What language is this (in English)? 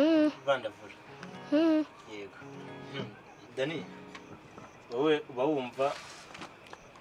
Kinyarwanda